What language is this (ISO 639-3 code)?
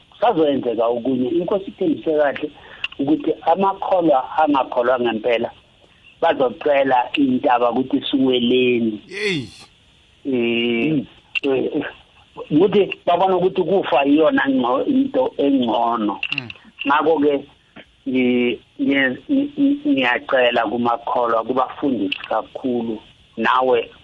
nbl